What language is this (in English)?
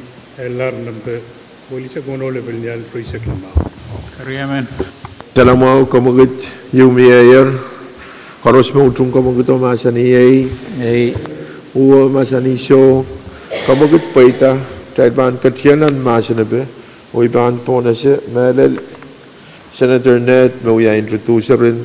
Pohnpeian